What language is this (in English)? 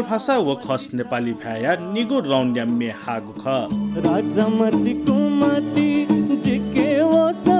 Newari